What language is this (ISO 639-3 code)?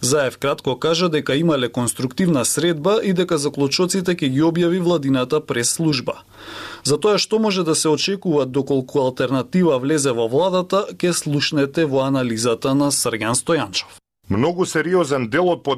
mkd